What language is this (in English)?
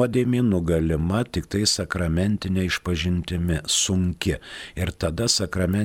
Lithuanian